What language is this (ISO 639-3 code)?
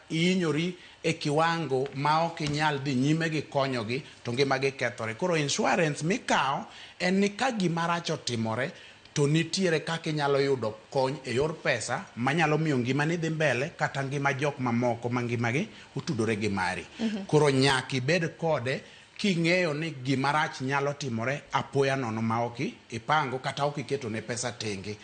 luo